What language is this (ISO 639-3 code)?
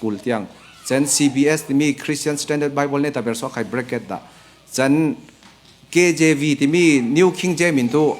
cfm